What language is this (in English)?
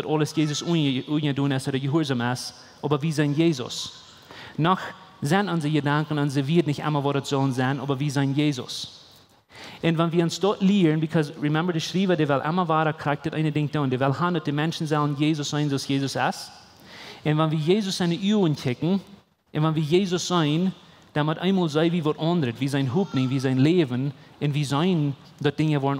Plautdietsch